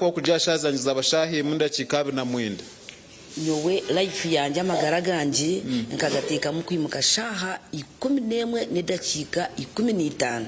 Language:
Nyankole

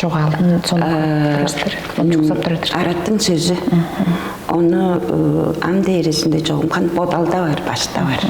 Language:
Tuvinian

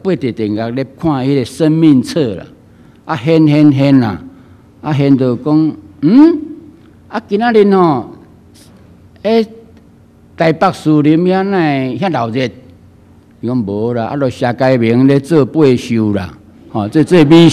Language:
Min Nan Chinese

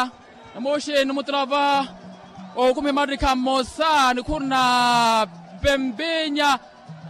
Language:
Makhuwa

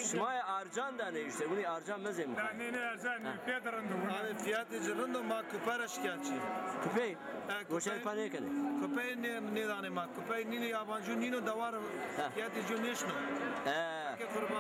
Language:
Zaza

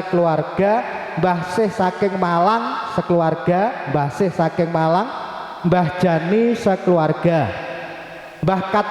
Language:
Javanese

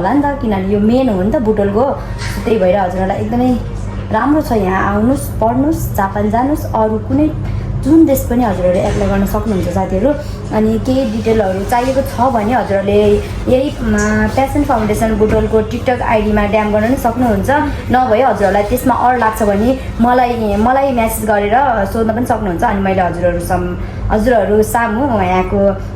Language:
Nepali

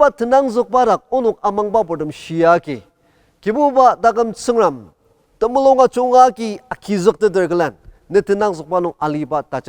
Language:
Ao Naga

